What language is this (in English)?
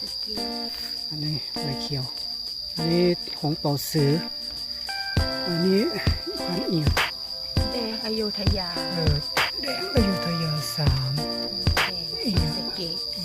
Lao